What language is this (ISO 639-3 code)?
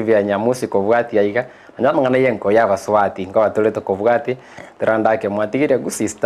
guz